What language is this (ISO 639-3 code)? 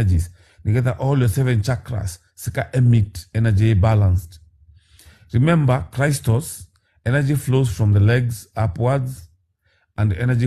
kik